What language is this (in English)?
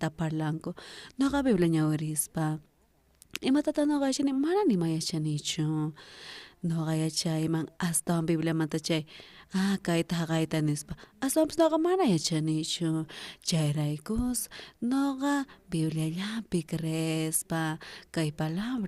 South Bolivian Quechua